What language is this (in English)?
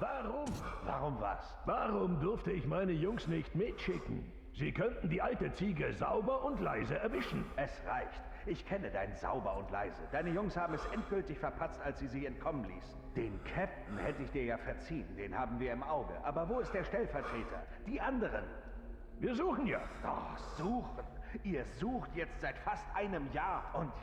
Bavarian